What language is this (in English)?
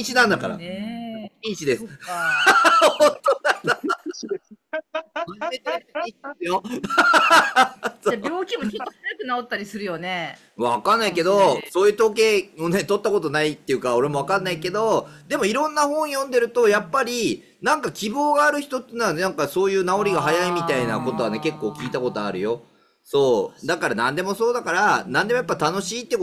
Japanese